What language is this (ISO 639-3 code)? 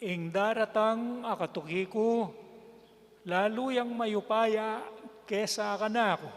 pam